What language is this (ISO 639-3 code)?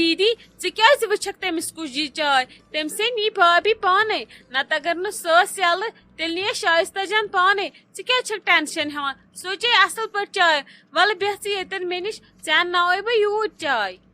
kas